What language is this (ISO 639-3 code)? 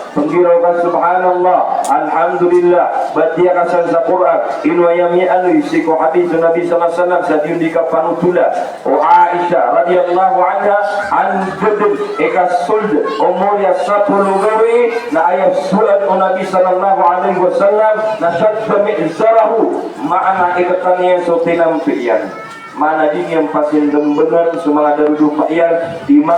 mrw